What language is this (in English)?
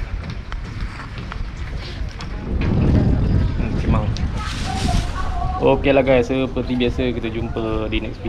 Malay